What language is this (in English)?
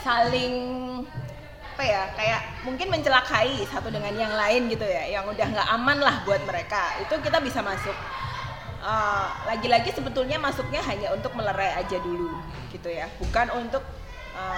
Indonesian